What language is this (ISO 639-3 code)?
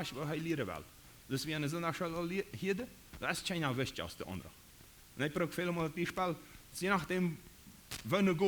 pdt